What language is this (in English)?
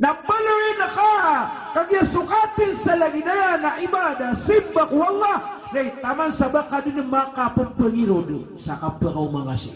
Maranao